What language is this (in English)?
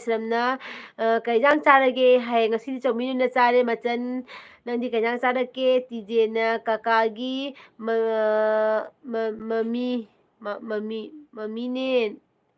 Manipuri